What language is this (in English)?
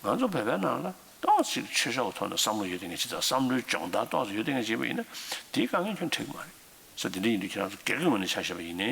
Tibetan